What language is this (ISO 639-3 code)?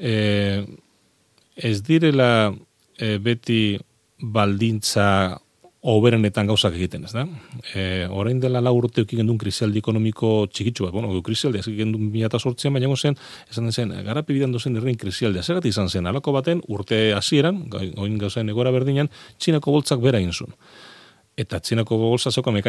eus